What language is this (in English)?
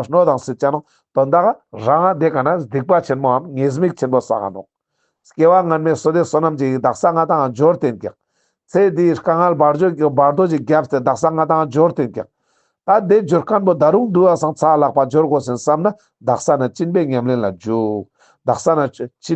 Ladakhi